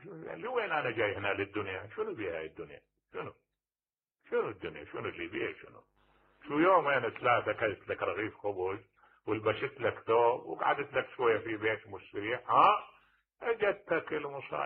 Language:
Mesopotamian Arabic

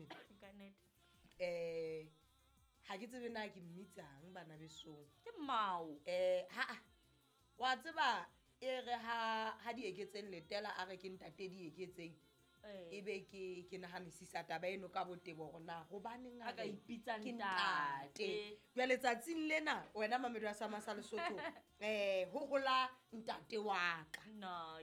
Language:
Southern Sotho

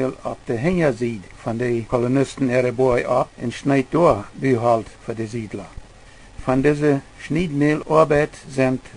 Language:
Plautdietsch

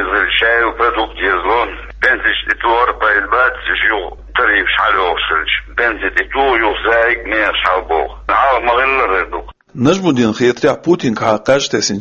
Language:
Chechen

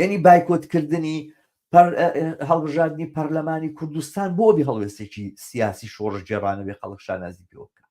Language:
Central Kurdish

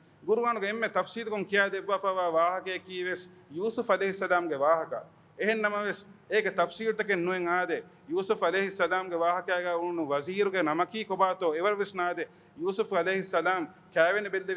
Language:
Divehi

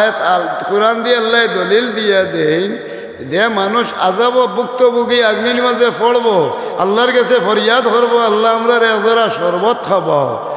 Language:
Sylheti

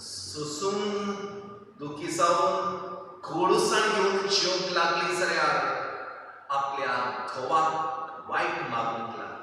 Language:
Konkani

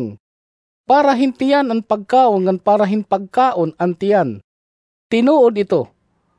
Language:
Waray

